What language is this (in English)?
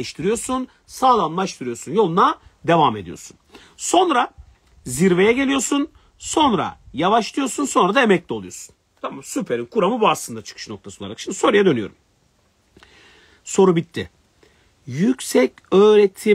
Turkish